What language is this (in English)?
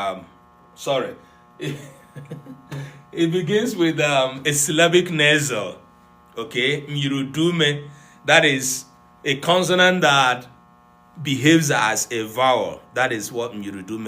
Igbo